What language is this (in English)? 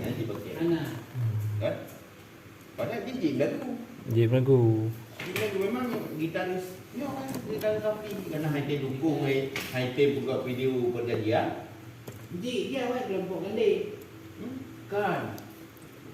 Achinese